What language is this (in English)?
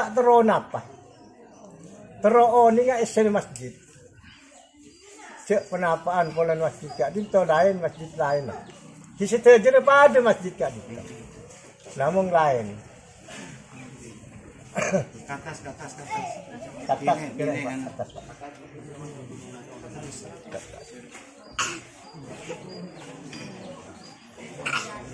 Madurese